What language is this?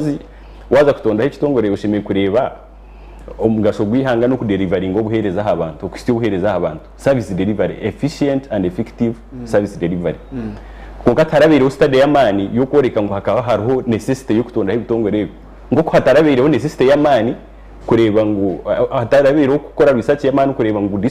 Nyankole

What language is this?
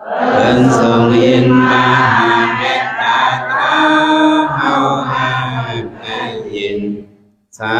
Shan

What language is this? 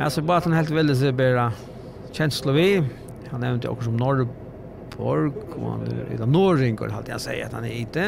Faroese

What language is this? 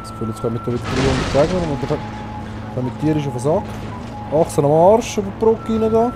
Swiss German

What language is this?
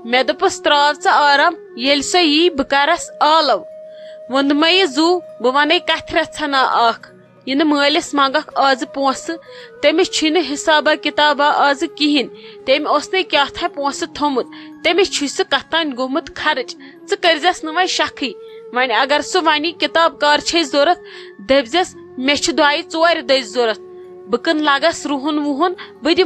Kashmiri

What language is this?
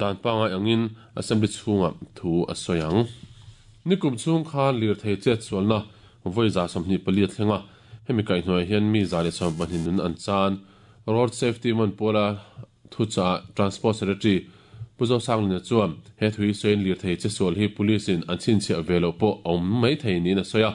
Mizo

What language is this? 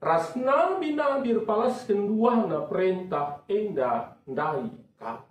Batak Karo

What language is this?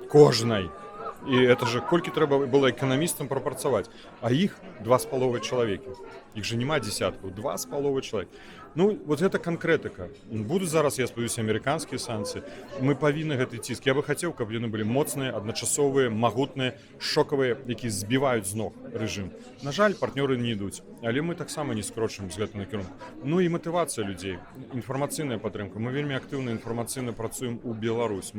Belarusian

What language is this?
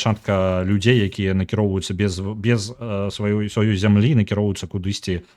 Belarusian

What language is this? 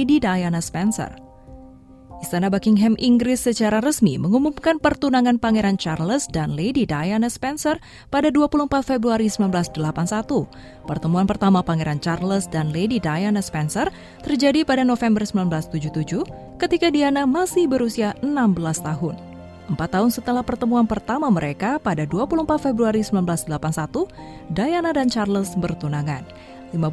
Indonesian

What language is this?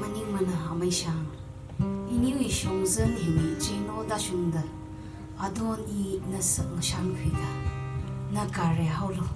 Tangkhul Naga (India)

